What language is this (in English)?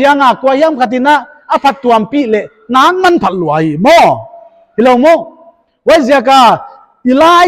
Paite Chin